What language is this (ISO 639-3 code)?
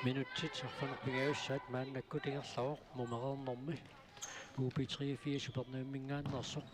kal